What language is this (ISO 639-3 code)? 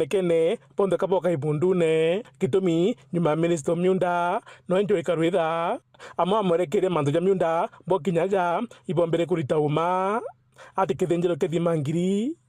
mer